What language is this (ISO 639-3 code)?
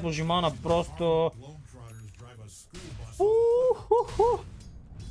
bul